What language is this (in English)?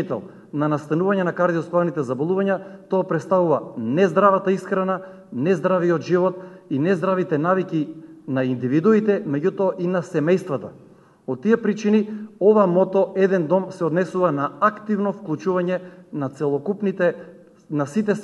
Macedonian